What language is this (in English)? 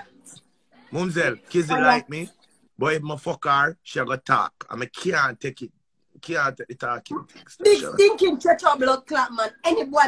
Jamaican Creole English